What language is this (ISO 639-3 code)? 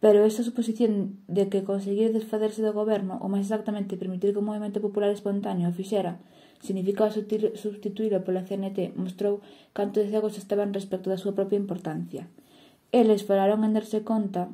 glg